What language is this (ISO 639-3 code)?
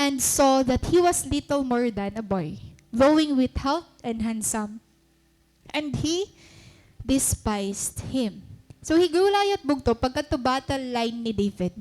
war